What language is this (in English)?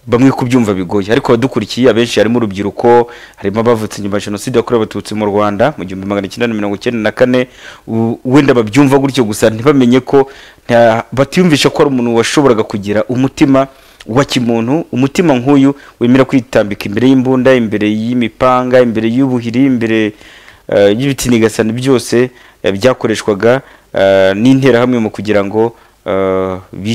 Kinyarwanda